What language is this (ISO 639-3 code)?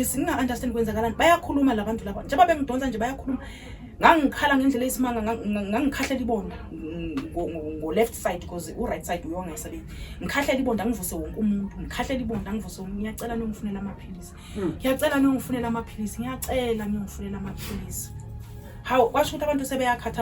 zul